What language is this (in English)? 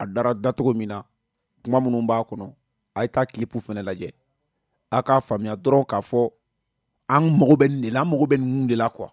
Bambara